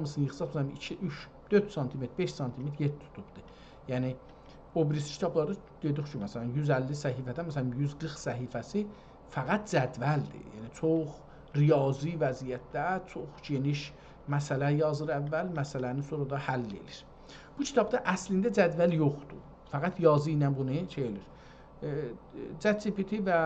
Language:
South Azerbaijani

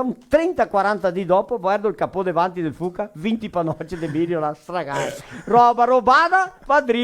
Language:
Venetian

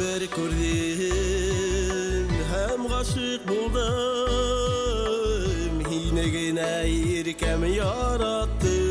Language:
Bashkir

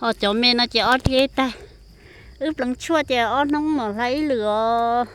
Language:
Hmong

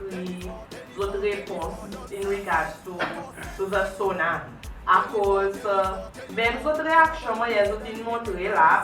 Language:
Seselwa Creole French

